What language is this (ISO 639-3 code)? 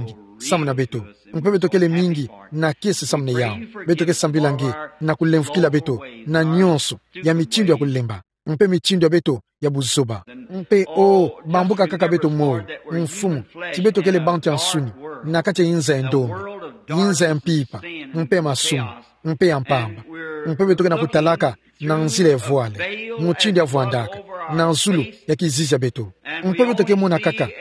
ktu